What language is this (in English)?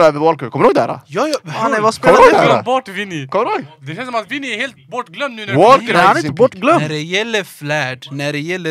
Swedish